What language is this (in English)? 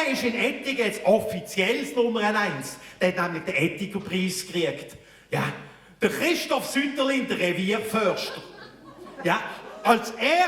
Swiss German